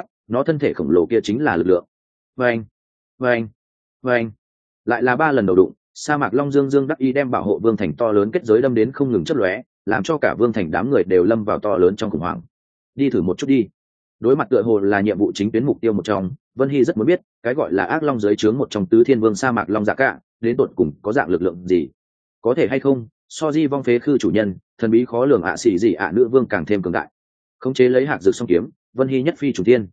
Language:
Vietnamese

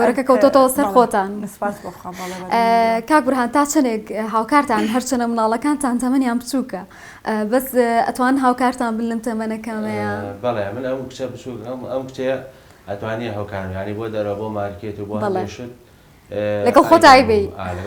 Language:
Central Kurdish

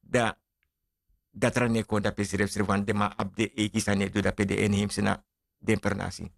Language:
Sranan Tongo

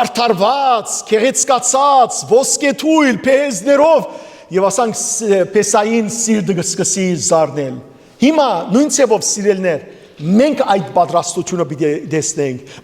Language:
Western Armenian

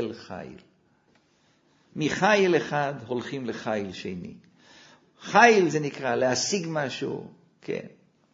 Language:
Hebrew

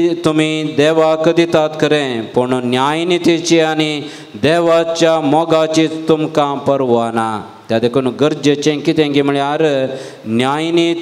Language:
Konkani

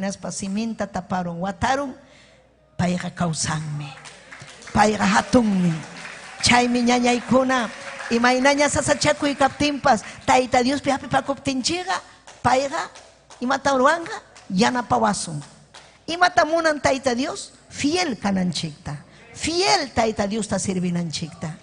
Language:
Ayacucho Quechua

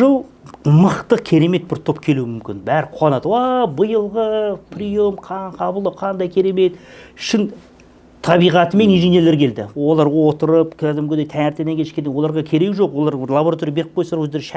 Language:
Kazakh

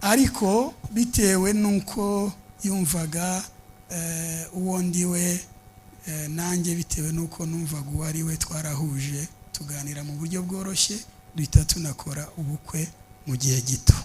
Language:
Kinyarwanda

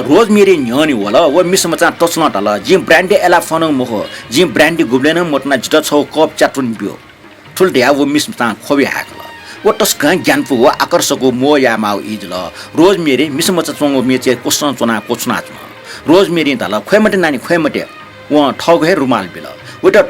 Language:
Newari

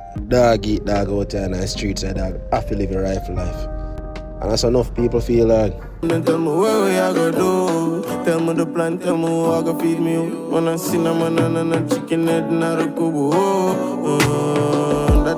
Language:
Jamaican Creole English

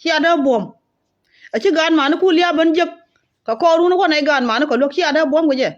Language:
Nuer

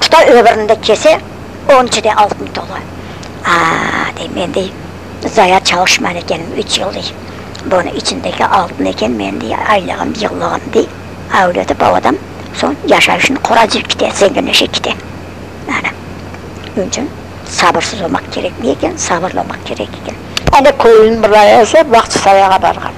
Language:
Crimean Tatar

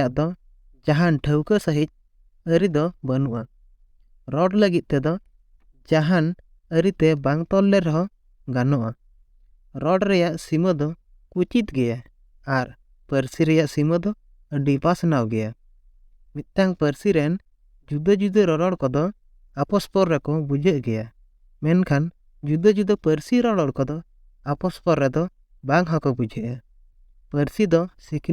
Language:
Santali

